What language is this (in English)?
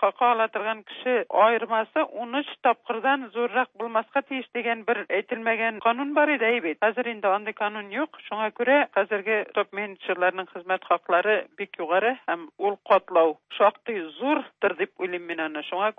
Tatar